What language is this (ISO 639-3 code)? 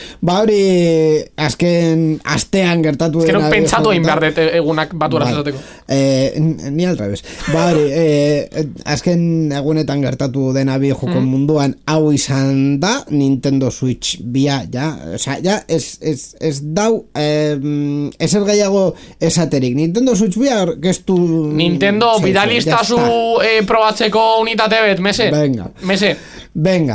eus